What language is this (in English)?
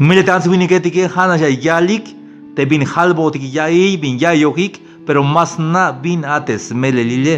Tzeltal